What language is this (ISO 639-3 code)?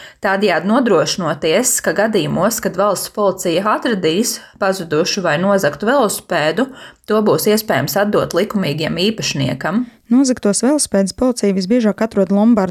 lav